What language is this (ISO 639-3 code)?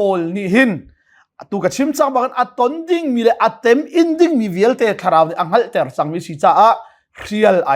cnh